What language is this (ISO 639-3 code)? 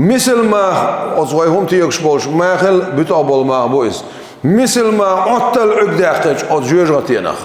che